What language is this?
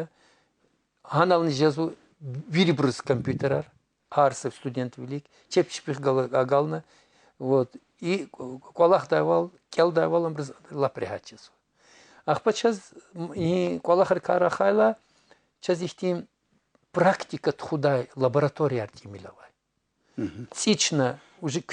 Lezghian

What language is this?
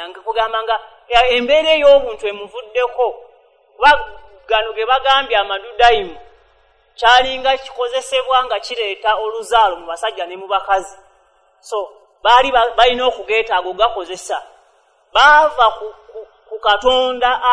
Ganda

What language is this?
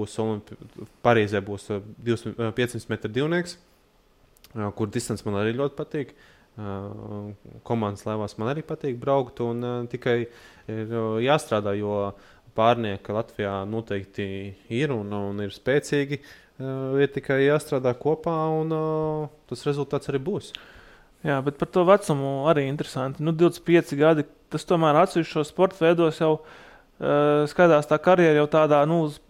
Latvian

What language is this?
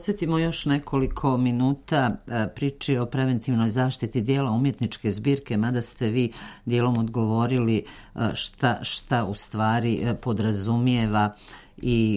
Serbian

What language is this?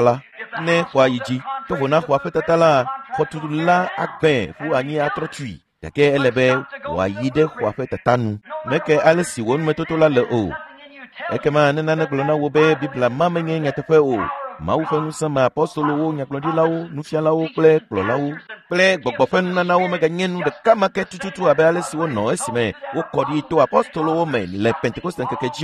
Ewe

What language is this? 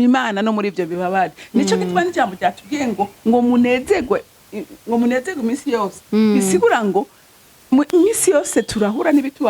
Rundi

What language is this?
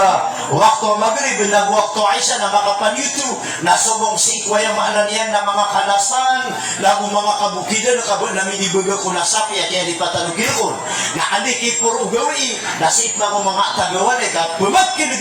Maranao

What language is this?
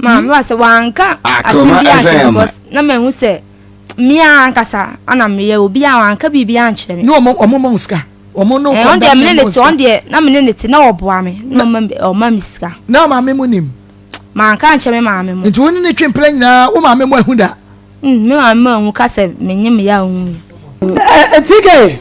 Akan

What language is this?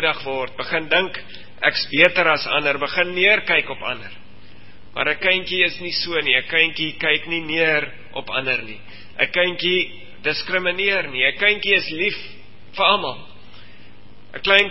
Afrikaans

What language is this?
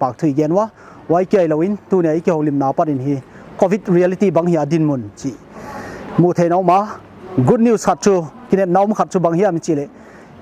Paite Chin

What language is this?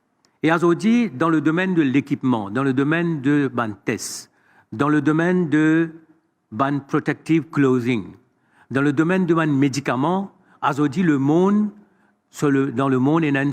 Morisyen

